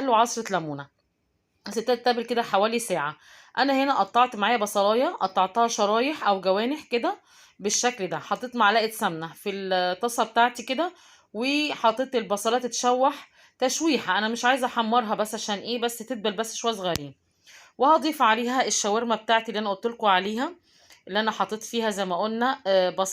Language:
Egyptian Arabic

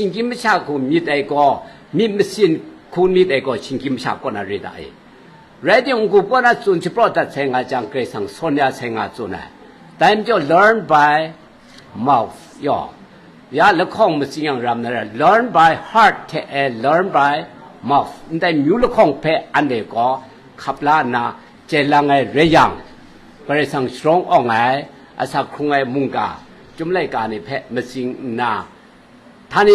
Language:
Kachin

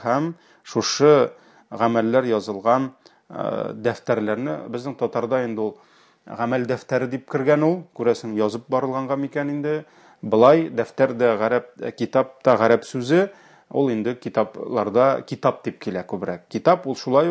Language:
Tatar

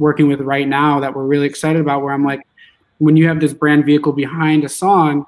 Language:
English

